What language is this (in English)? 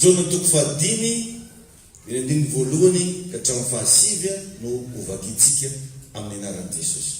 Malagasy